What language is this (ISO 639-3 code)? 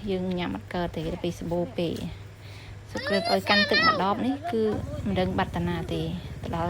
khm